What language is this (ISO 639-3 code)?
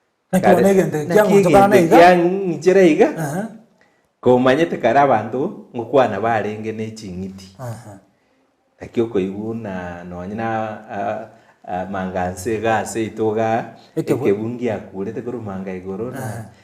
guz